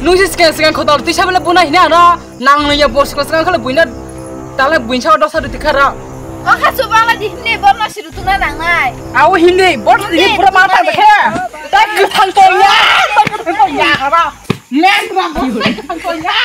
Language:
Kok Borok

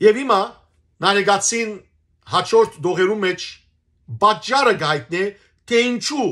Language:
Western Armenian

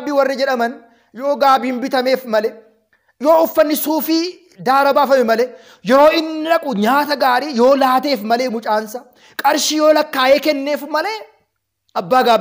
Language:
Oromo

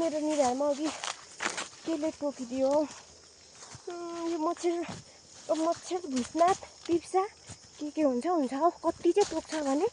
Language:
Nepali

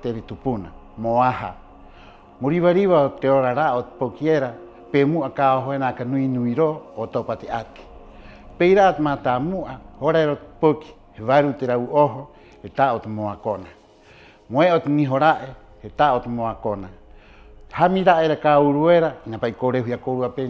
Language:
Rapanui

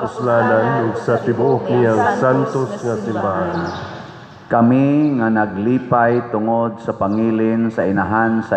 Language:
Cebuano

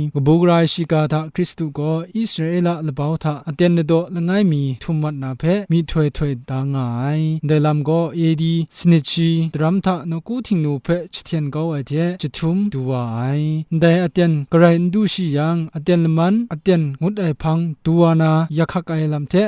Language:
Kachin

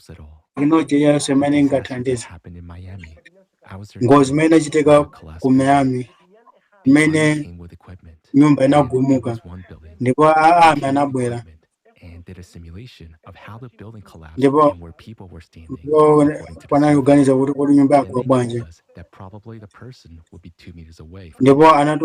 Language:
Nyanja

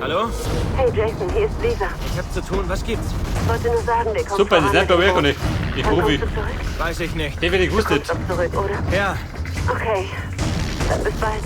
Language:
Bavarian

